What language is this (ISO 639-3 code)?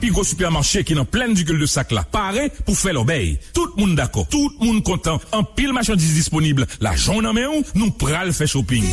hat